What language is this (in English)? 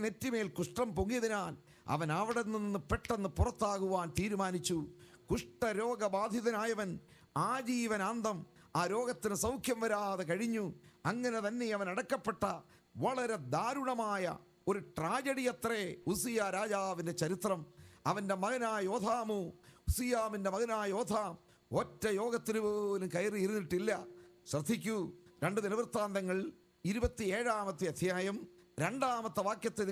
Malayalam